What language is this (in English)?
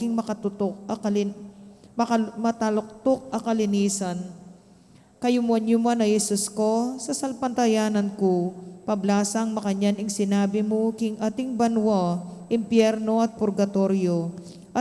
Pampanga